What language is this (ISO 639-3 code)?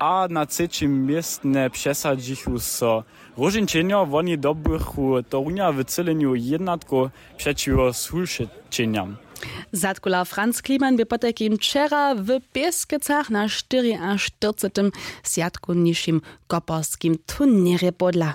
hsb